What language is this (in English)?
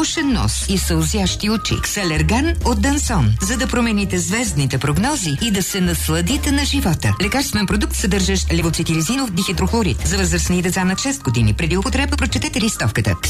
Bulgarian